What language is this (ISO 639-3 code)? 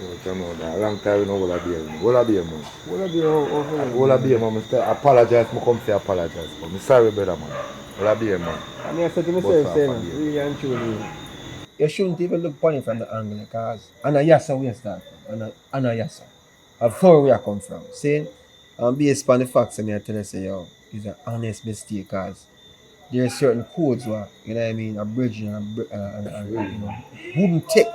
jam